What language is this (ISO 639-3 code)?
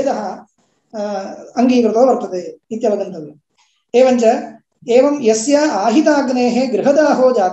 san